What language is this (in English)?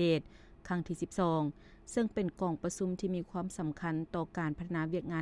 Lao